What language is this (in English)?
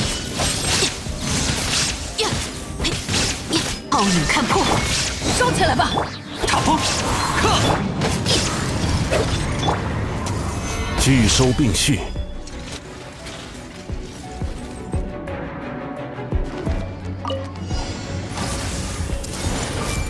Chinese